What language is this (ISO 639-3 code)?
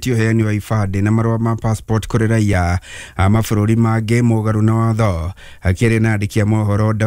kik